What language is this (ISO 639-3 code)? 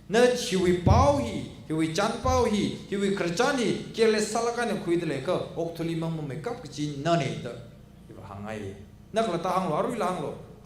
nmf